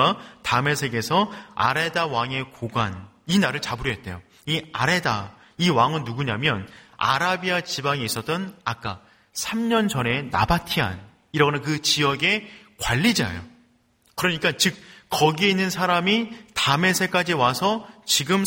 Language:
Korean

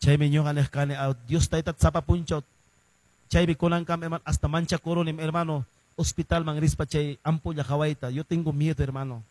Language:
Quechua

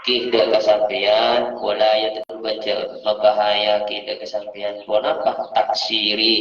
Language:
Madurese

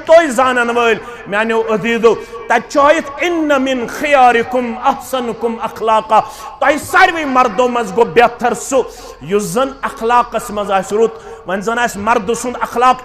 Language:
Kashmiri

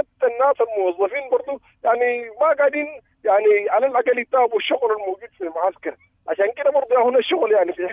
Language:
Sudanese Arabic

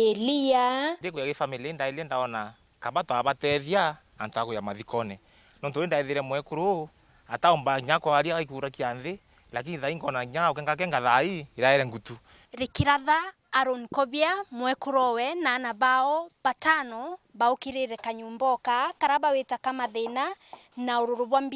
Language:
Meru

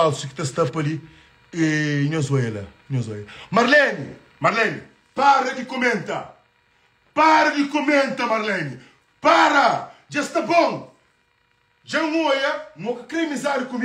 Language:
Kabuverdianu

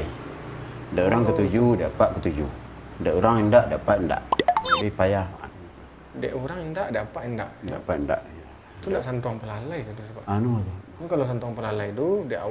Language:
Minangkabau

